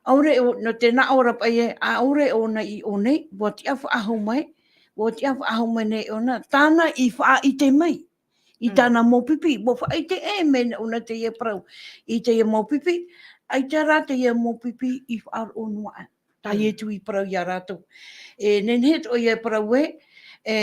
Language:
Tahitian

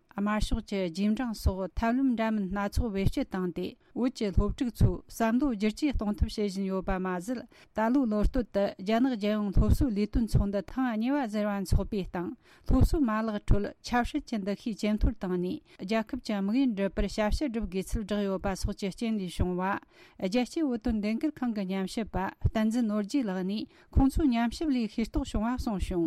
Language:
Tibetan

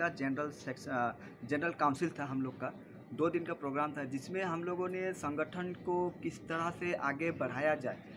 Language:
Hindi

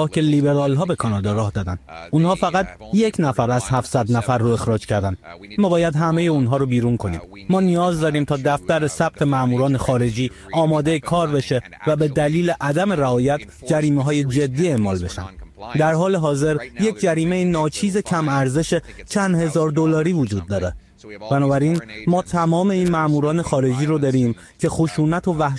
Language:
Persian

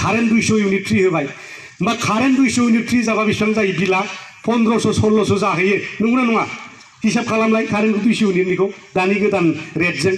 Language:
Bodo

